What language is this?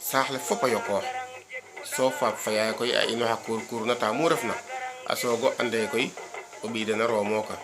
Serer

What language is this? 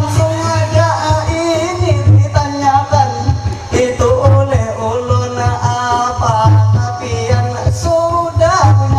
Banjar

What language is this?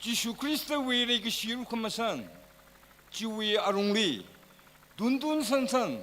Tangkhul Naga (India)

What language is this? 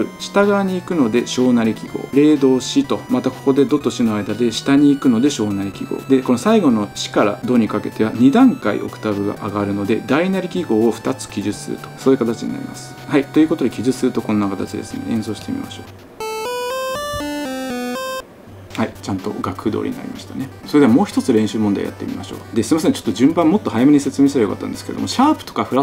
Japanese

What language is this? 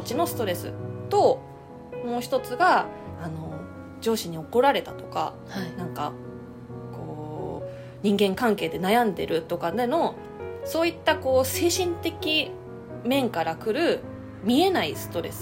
Japanese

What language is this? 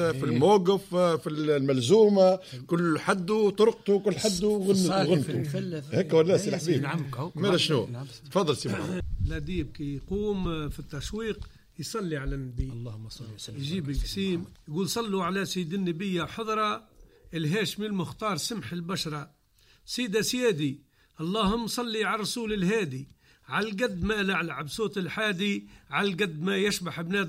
Tunisian Arabic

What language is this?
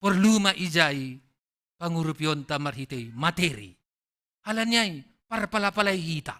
Batak Simalungun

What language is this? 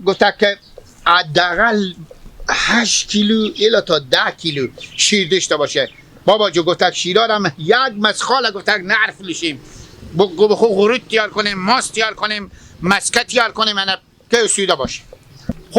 Hazaragi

